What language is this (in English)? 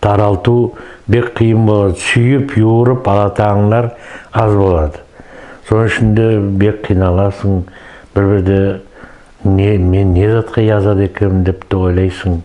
Nogai